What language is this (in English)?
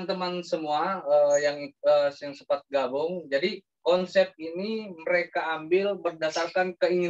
Indonesian